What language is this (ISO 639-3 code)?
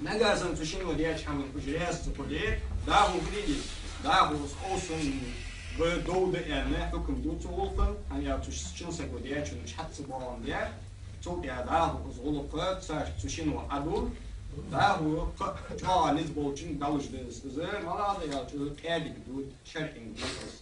inh